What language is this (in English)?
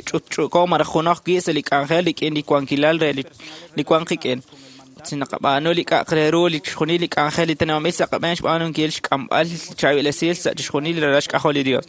Kekchí